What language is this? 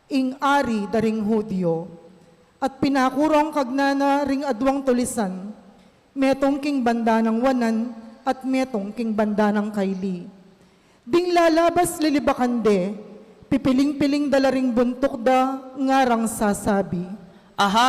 Pampanga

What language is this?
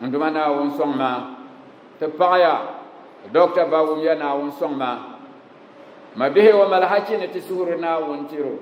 Dagbani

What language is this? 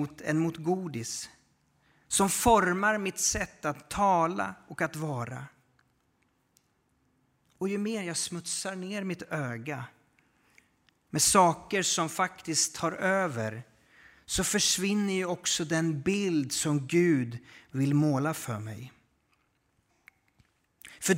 Swedish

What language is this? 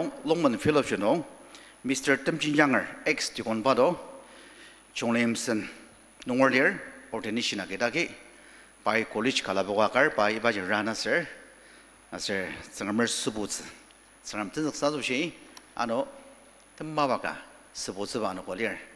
Ao Naga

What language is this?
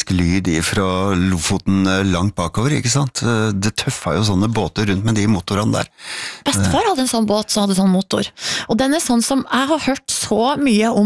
Norwegian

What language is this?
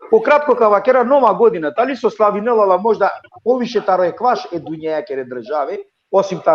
Balkan Romani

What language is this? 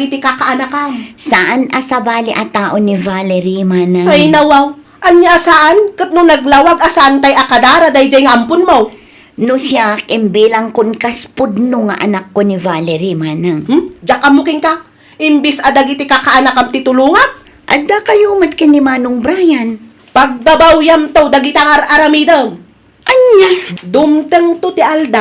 Iloko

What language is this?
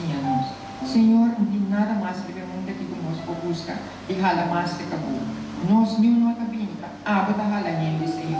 Papiamento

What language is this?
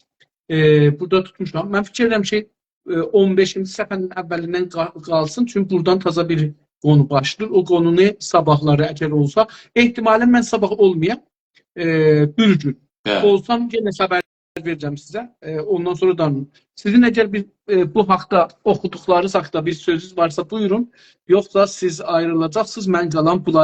South Azerbaijani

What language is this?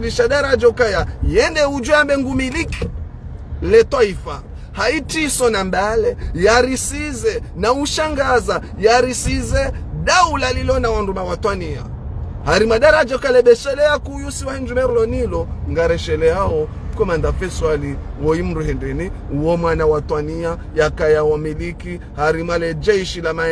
Ngazidja Comorian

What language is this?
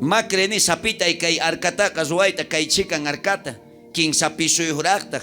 South Bolivian Quechua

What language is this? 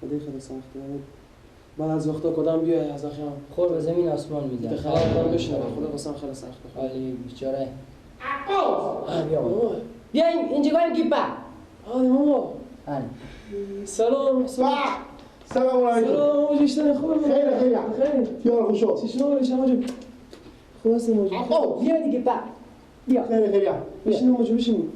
Persian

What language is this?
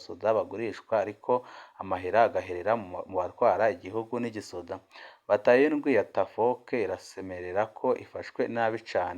Rundi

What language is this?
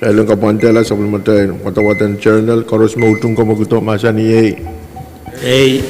Pohnpeian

